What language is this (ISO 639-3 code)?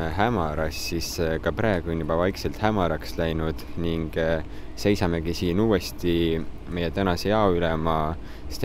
est